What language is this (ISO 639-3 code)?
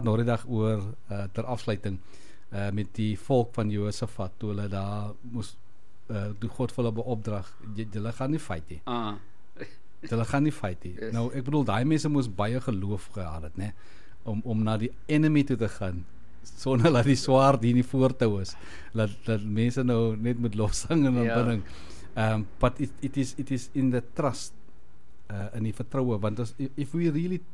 afr